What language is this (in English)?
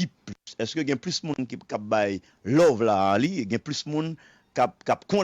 Haitian Creole